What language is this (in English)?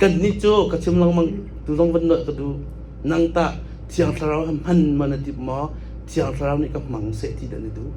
Hakha Chin